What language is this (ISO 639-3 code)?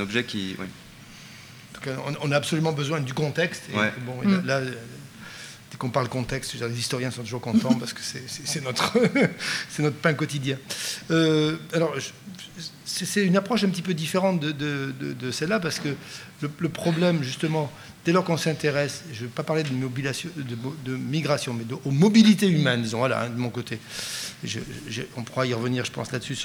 fra